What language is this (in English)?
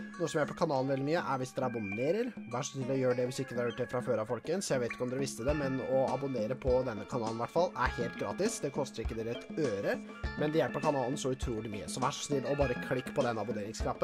Norwegian